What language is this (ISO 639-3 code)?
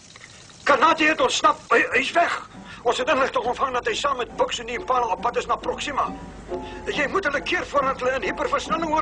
afr